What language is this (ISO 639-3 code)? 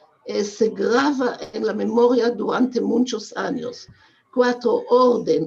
lad